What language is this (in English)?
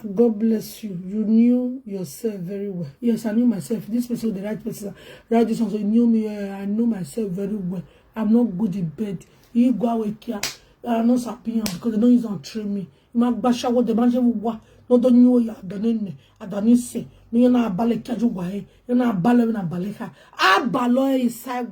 Nigerian Pidgin